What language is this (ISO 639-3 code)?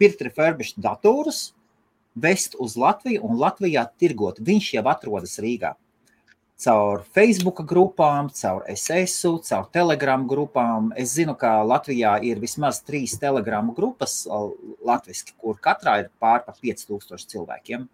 lav